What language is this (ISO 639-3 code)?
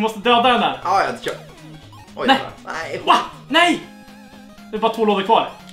swe